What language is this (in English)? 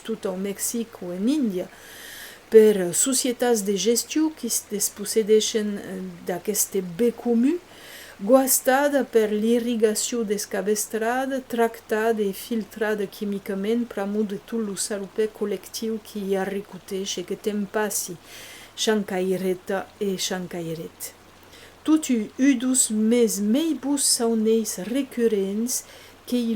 Occitan